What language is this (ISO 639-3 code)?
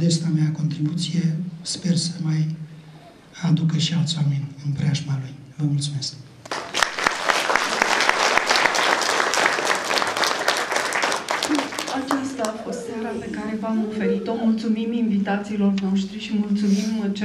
ron